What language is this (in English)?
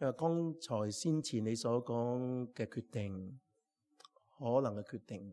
Cantonese